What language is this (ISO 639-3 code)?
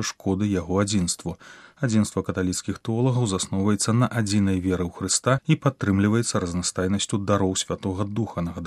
bel